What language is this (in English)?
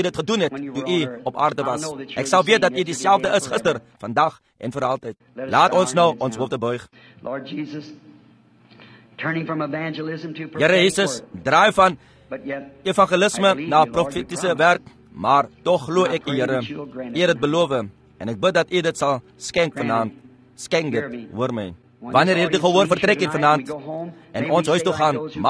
Afrikaans